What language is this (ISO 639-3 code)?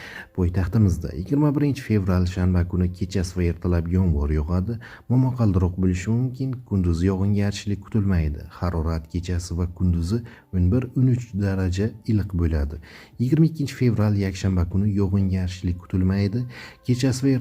uzb